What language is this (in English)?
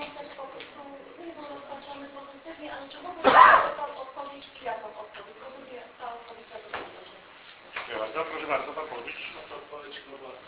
Polish